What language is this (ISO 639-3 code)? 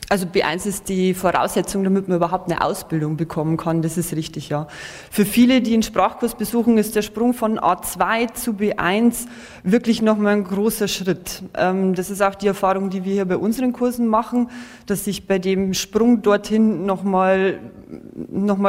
deu